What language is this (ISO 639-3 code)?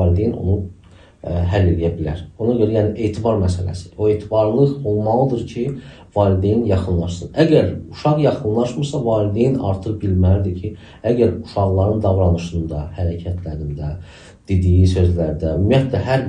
aze